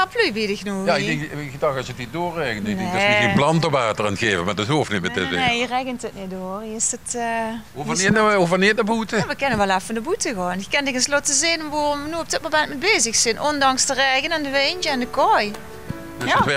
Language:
Limburgish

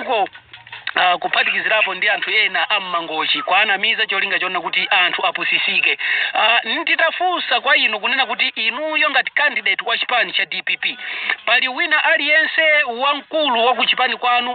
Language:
Nyanja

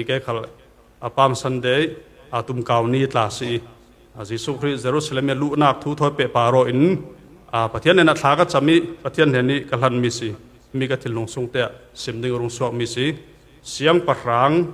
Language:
Falam Chin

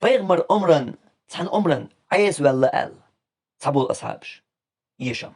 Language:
Chechen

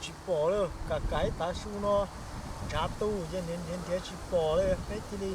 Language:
Hmong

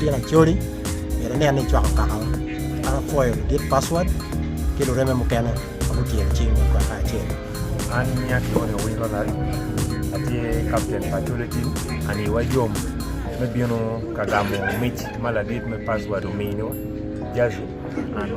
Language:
Acoli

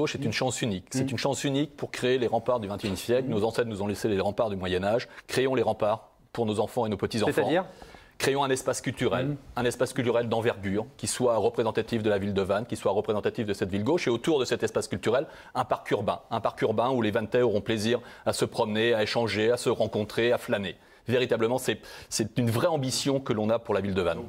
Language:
French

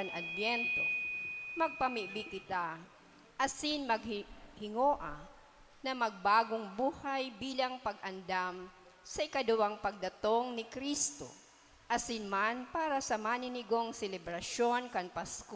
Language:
Bikol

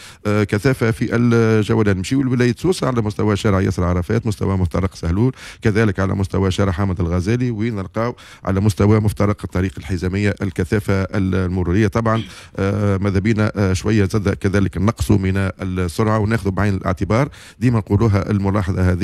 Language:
Tunisian Arabic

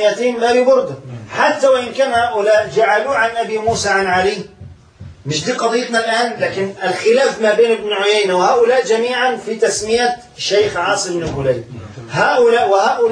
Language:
Arabic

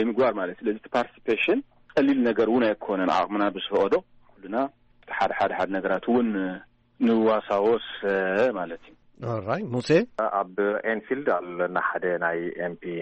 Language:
Tigrinya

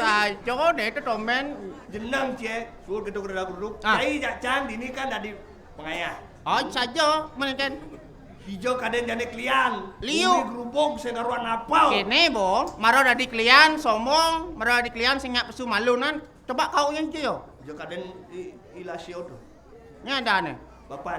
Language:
Balinese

